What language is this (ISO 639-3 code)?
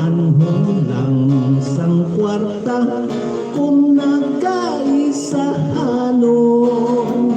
hil